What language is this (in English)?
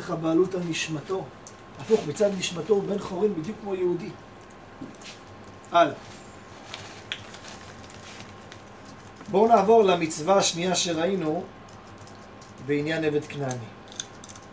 Hebrew